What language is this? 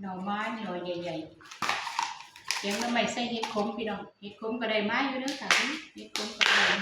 Northeastern Thai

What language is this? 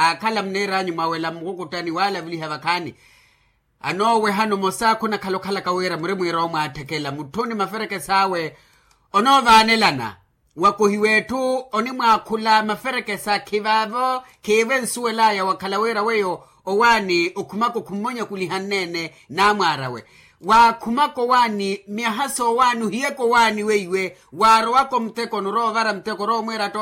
Makhuwa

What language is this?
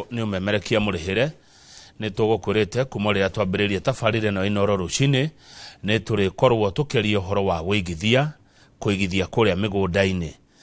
Kikuyu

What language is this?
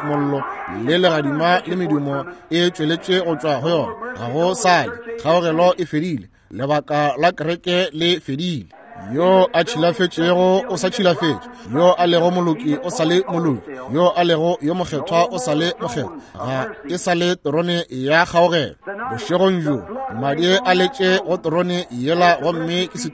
Northern Sotho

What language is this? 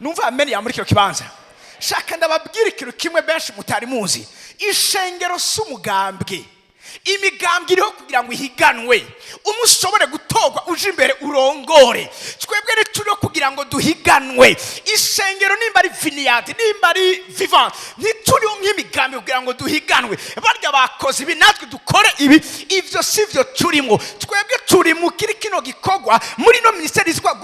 Rundi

